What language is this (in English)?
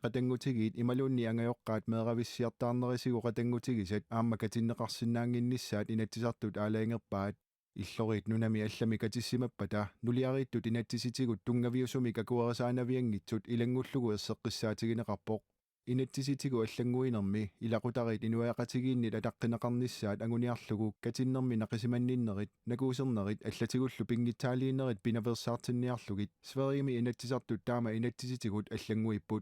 Kalaallisut